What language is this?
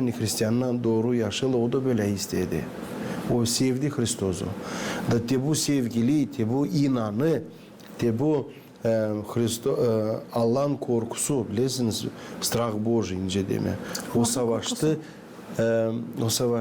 Gagauz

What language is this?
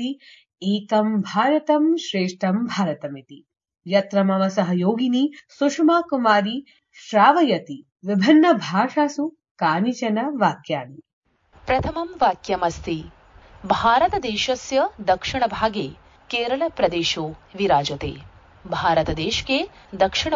Sanskrit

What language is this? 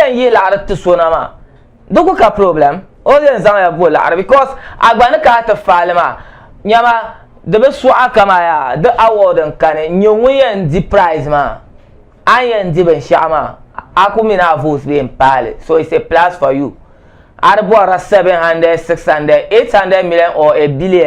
Dagbani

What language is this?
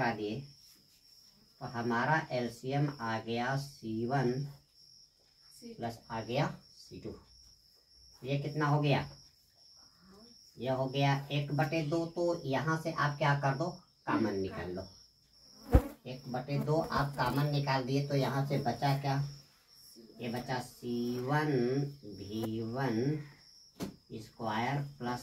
Hindi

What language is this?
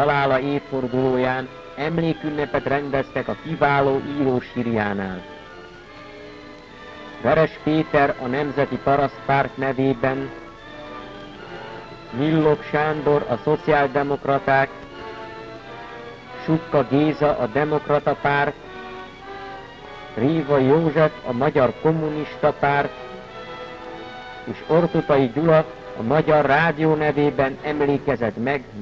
Hungarian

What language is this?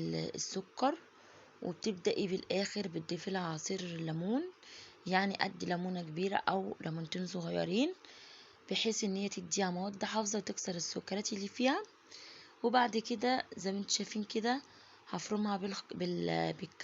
Egyptian Arabic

